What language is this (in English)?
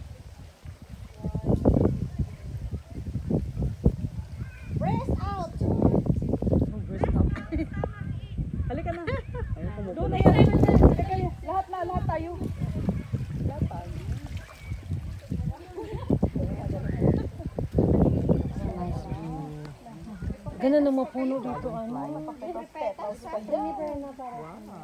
Filipino